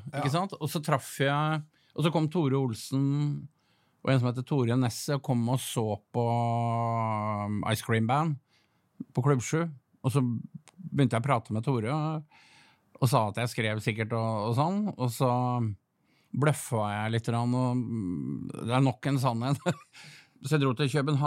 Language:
Norwegian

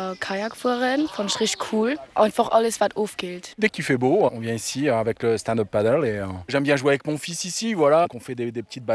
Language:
Luxembourgish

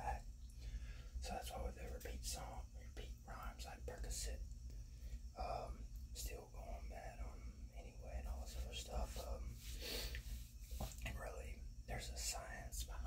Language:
English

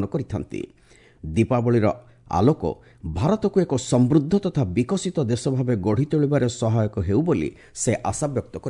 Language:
Odia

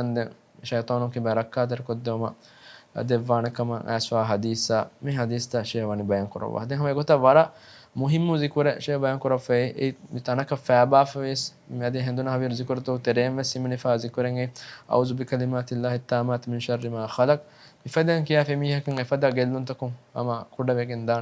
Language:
Divehi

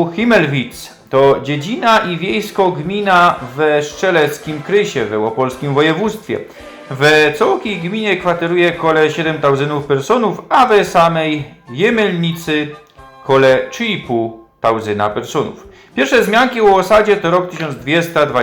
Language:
Silesian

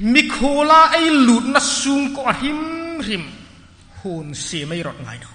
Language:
Hmar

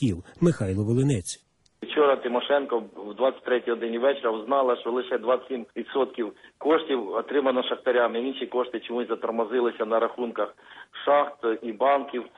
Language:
Ukrainian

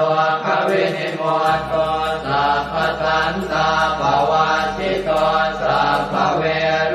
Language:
Pali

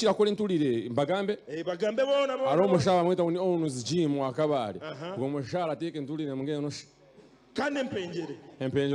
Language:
Nyankole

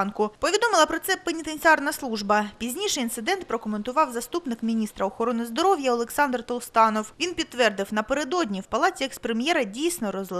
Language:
Ukrainian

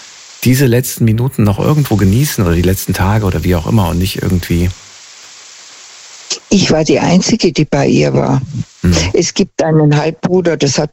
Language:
German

